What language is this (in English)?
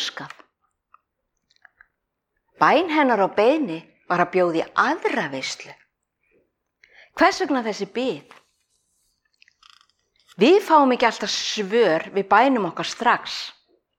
Icelandic